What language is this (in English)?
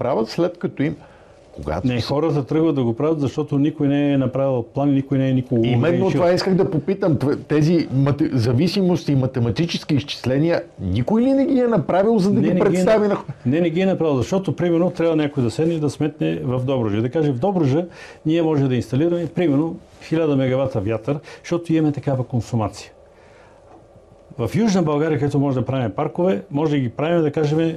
Bulgarian